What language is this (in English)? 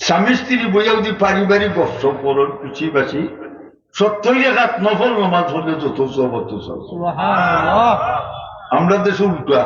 Sylheti